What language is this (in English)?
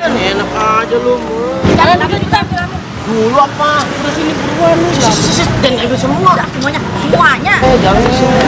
Betawi